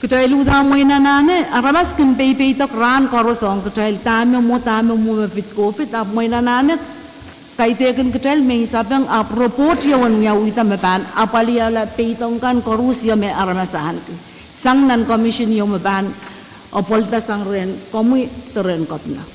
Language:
Pohnpeian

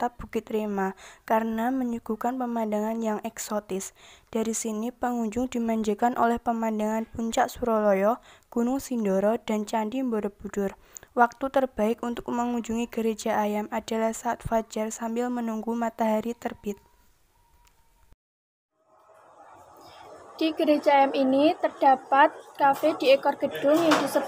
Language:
Indonesian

